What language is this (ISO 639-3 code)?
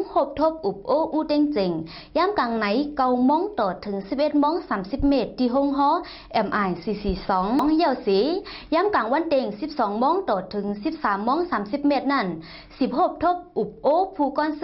shn